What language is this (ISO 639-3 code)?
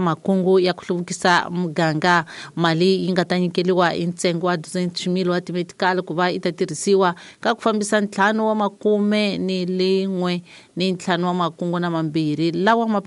tso